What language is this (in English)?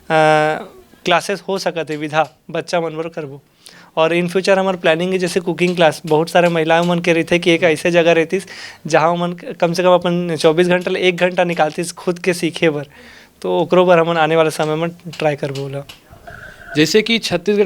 Chhattisgarhi